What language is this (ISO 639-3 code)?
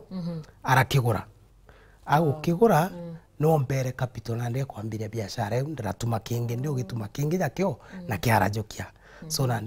mer